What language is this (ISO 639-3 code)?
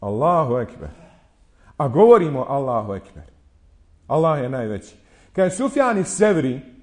bos